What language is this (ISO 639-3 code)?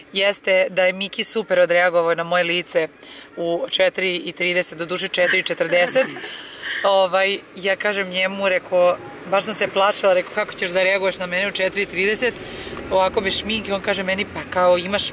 srp